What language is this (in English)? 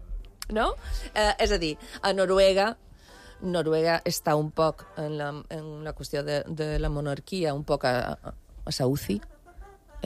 Catalan